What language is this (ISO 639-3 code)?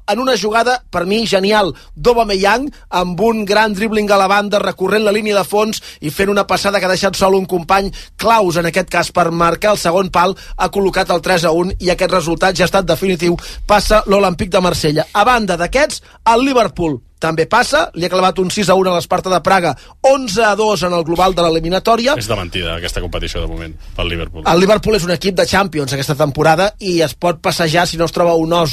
cat